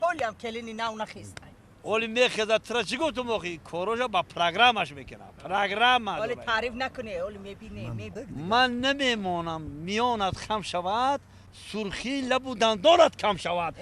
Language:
Tajik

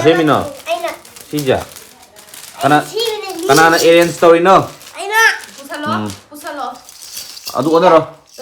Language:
Manipuri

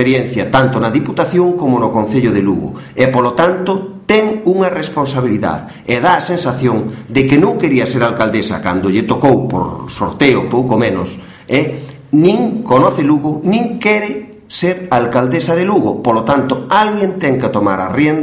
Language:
Galician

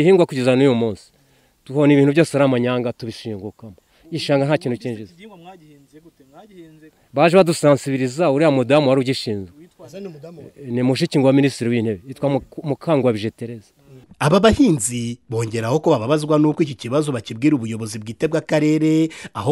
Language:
Kinyarwanda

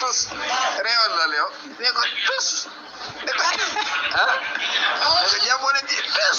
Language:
Wolof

